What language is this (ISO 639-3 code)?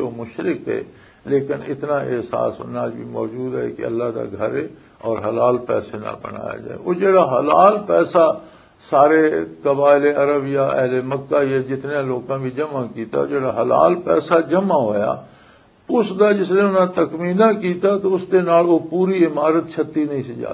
lah